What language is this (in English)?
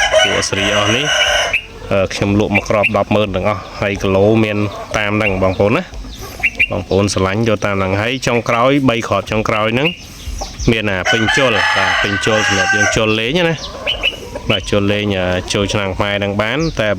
Khmer